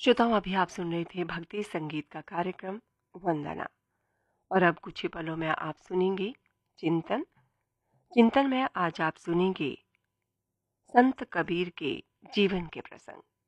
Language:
Hindi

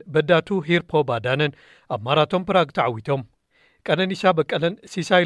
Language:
Tigrinya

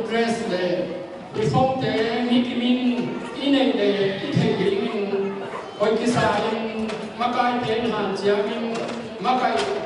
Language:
Tedim Chin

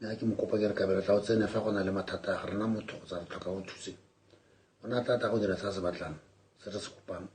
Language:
Tswana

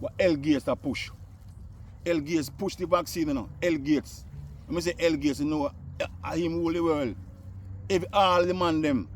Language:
Jamaican Creole English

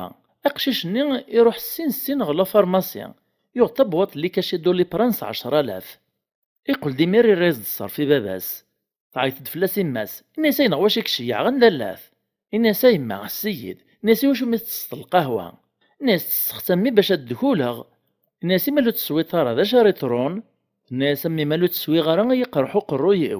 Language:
Kabyle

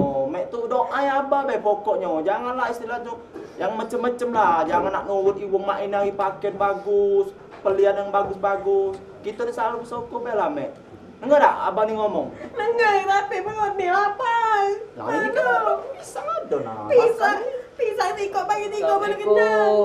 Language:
Musi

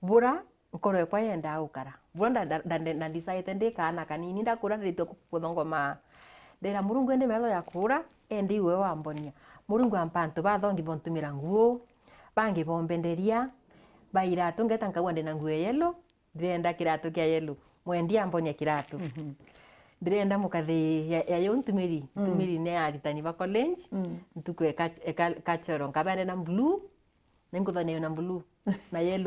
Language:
Meru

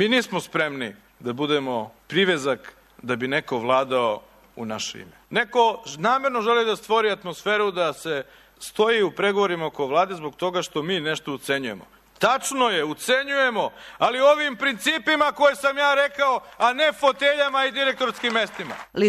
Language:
Serbian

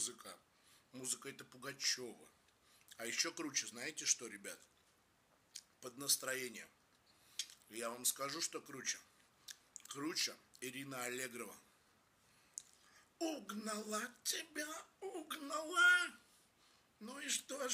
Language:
Russian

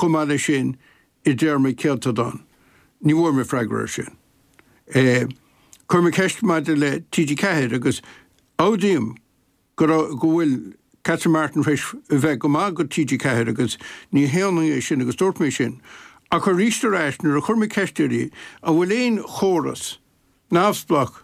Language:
Irish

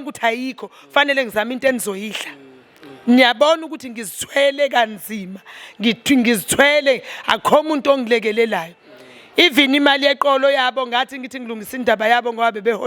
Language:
Zulu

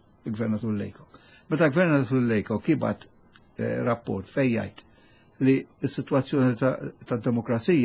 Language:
Maltese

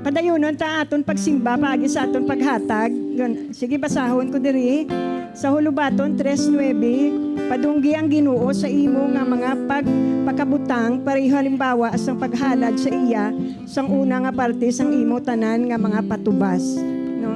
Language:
Hiligaynon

